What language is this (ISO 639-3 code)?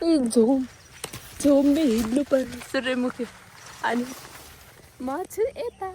nep